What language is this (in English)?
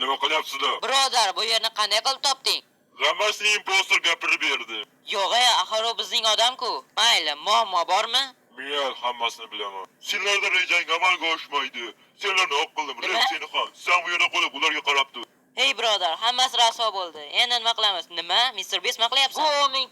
Uzbek